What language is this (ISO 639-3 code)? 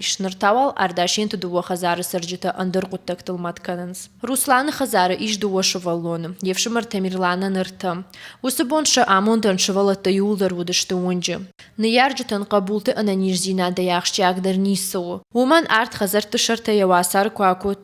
oss